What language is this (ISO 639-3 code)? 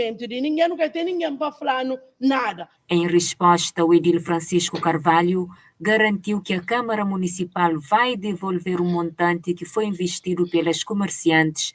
kea